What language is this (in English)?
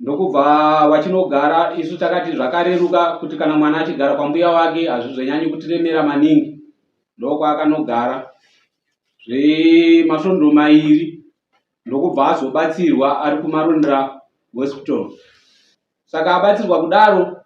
Shona